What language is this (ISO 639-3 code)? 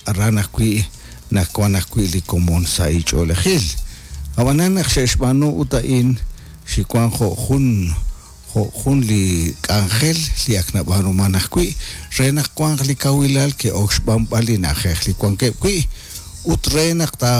kek